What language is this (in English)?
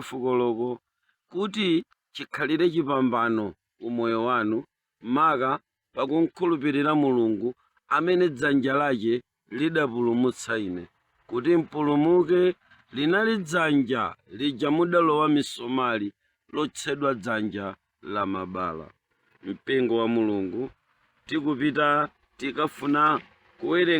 Nyanja